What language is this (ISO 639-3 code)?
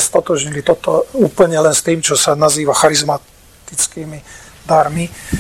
slk